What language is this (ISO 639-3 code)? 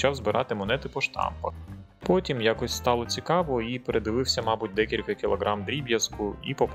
ukr